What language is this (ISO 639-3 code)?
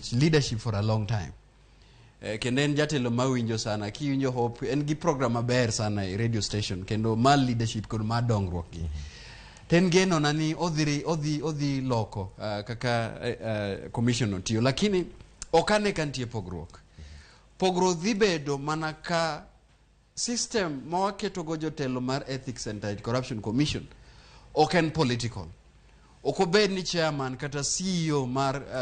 luo